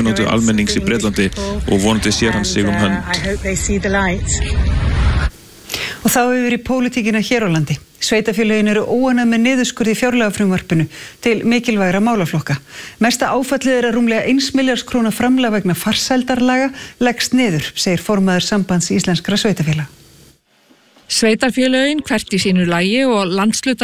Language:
Icelandic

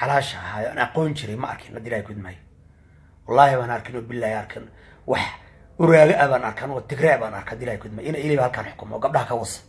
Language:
Somali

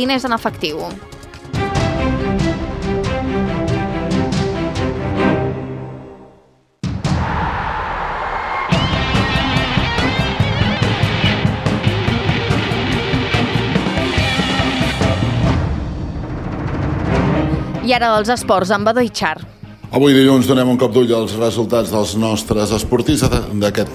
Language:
Catalan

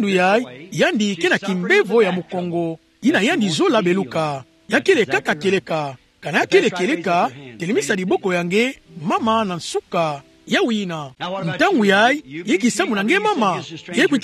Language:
Kituba (Democratic Republic of Congo)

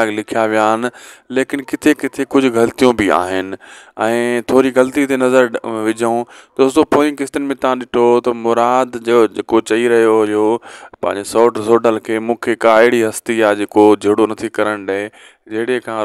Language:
Sindhi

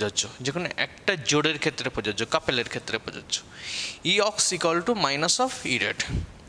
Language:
Bangla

